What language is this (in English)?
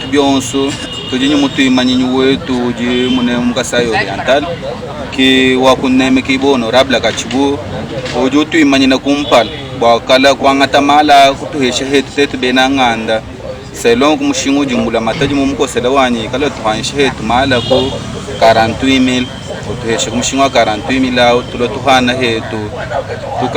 Luba-Lulua